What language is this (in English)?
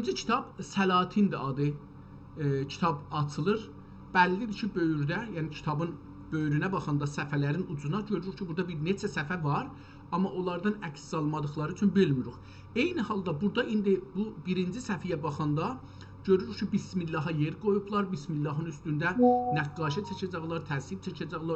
South Azerbaijani